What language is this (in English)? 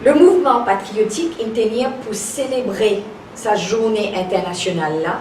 Morisyen